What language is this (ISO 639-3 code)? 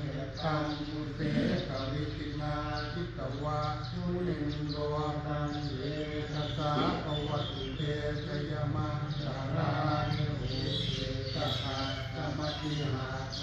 pli